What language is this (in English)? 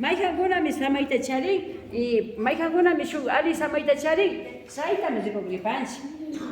Imbabura Highland Quichua